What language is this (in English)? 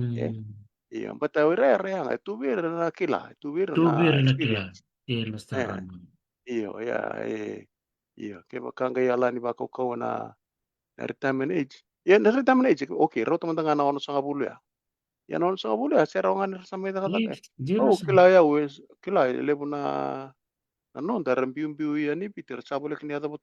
Fijian